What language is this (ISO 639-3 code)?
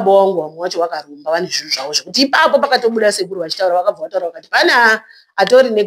sna